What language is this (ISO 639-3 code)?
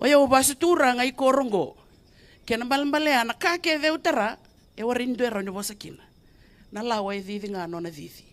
fij